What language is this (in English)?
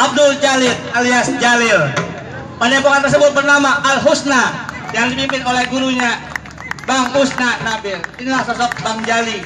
Betawi